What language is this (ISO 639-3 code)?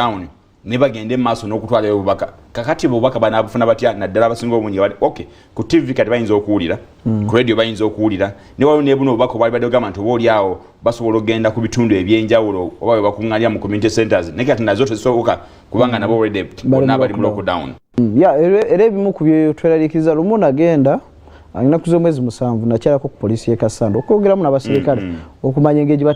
lug